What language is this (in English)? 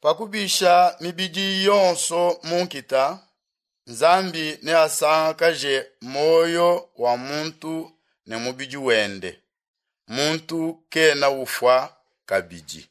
Luba-Lulua